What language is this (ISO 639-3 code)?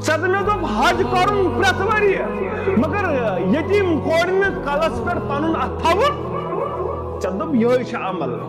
kas